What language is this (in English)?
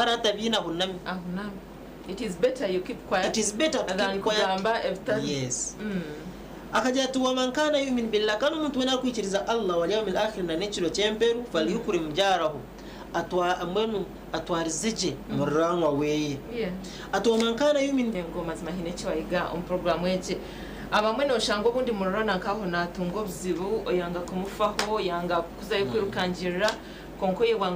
Nyankole